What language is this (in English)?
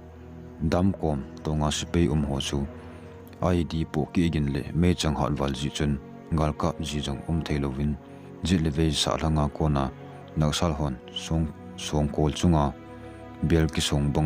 Thado Chin